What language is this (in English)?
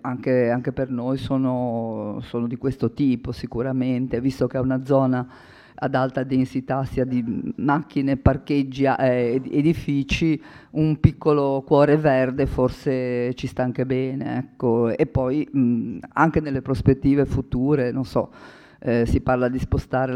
Italian